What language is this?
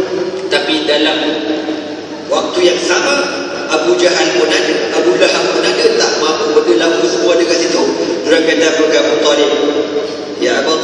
Malay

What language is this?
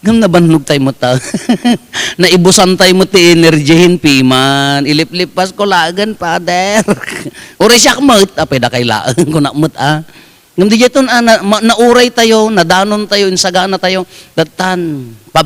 Iloko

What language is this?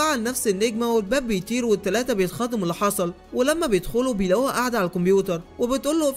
Egyptian Arabic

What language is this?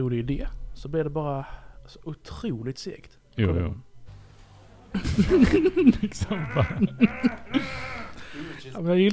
Swedish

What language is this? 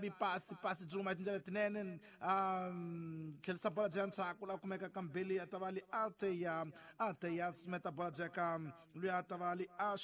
Tsonga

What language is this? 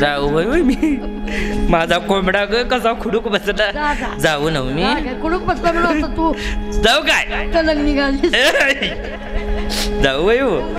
Marathi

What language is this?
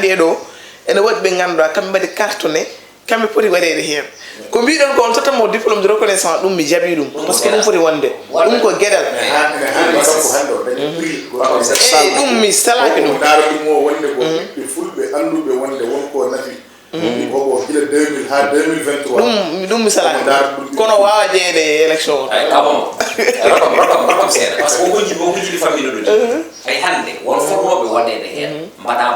Fula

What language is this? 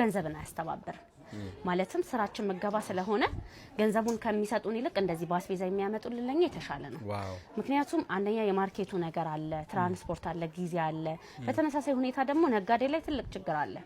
Amharic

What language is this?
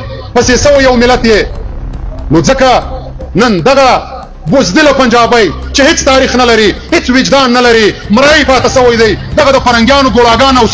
Pashto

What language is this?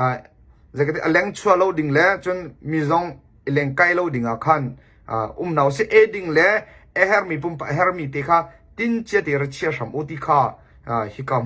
Hakha Chin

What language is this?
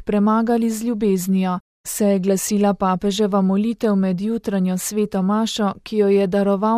Slovenian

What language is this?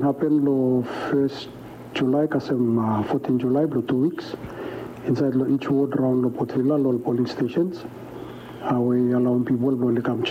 Bislama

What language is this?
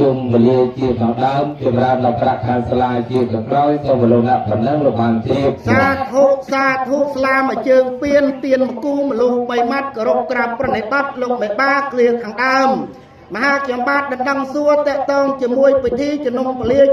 Khmer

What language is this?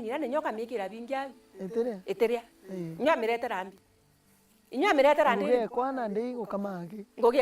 Meru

